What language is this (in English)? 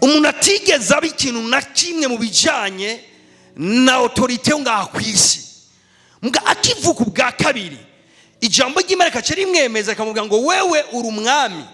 Rundi